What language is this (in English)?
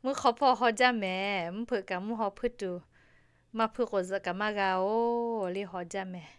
Lahu